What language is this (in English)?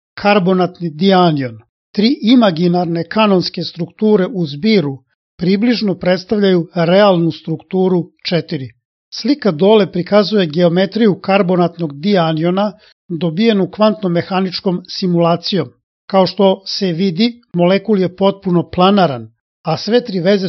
Serbian